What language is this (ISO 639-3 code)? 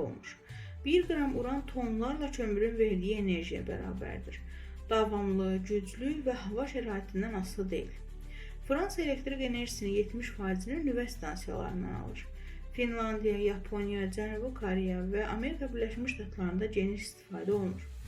aze